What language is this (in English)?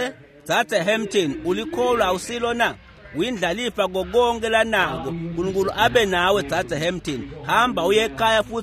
Swati